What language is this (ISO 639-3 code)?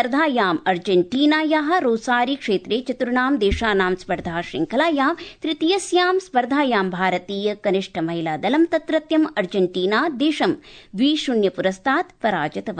san